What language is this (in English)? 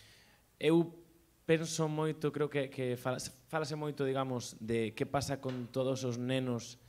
Galician